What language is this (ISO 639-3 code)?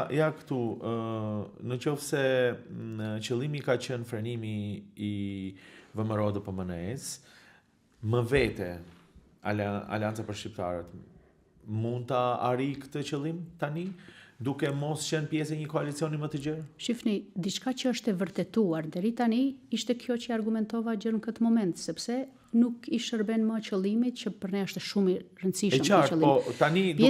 sqi